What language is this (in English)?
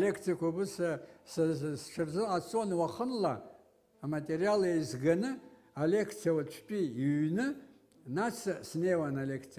Abkhazian